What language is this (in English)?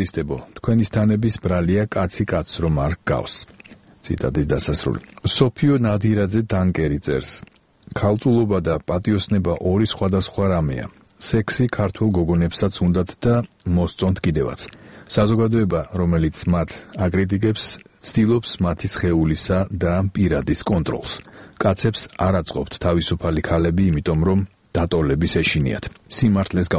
Georgian